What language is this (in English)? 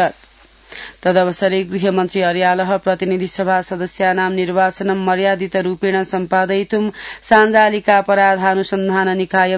Sanskrit